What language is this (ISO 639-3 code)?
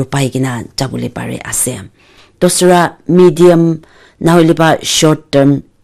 nag